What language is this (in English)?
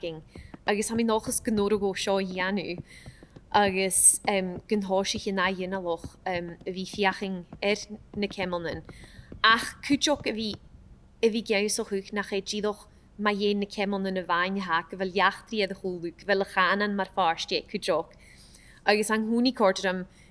Scottish Gaelic